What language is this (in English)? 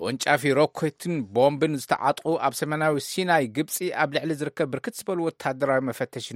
Tigrinya